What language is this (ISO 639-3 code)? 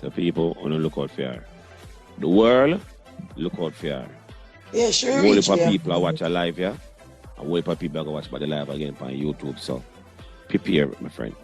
jam